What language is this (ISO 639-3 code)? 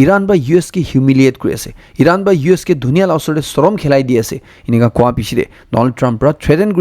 nag